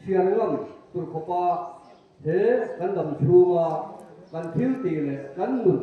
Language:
Mizo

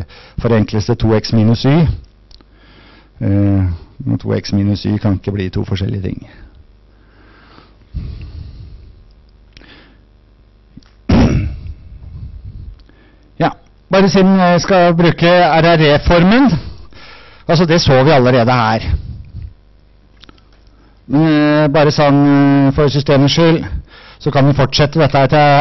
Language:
Norwegian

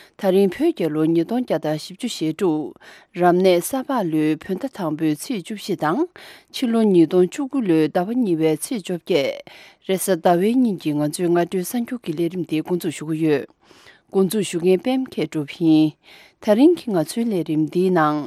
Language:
Tibetan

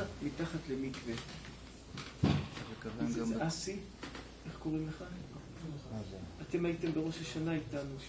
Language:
Hebrew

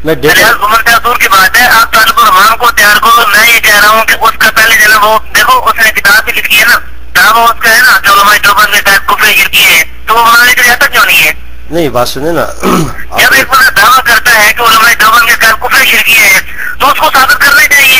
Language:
Urdu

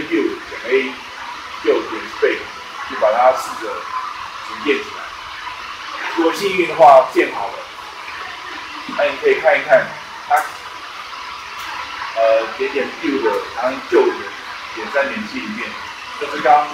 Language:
Chinese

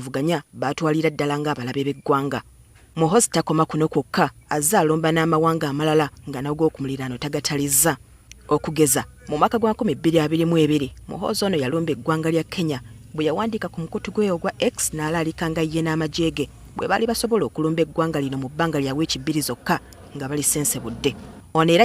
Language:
Ganda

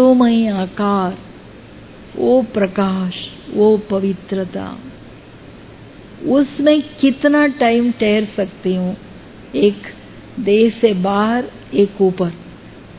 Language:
Hindi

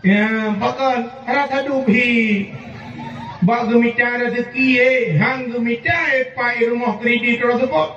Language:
Achinese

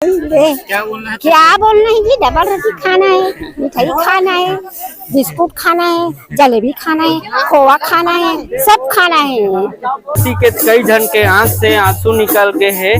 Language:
Chhattisgarhi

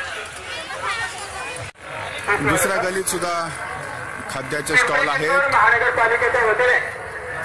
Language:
Marathi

